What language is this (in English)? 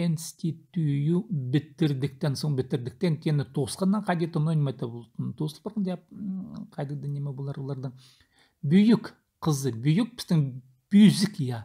Khakas